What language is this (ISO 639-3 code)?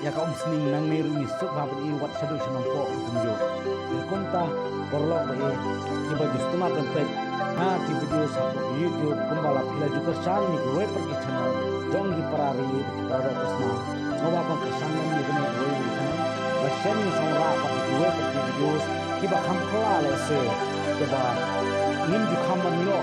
kha